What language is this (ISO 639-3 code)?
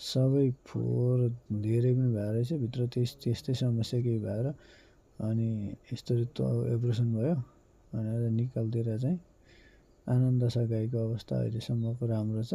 nep